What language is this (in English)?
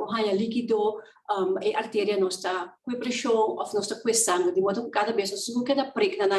Papiamento